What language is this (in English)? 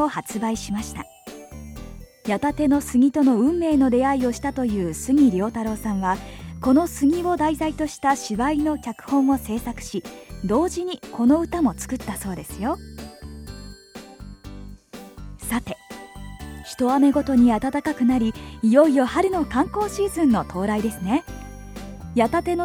Japanese